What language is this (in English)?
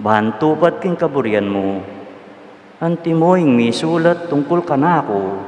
Pampanga